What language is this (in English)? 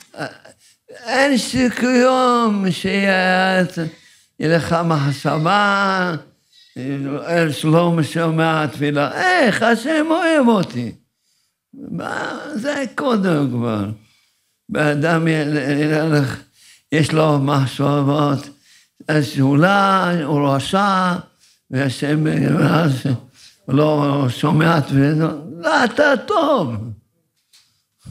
Hebrew